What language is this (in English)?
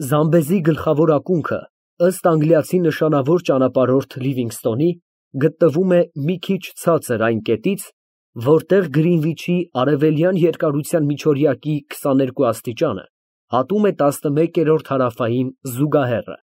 Armenian